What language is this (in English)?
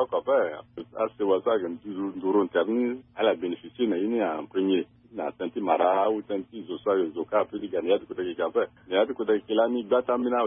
Sango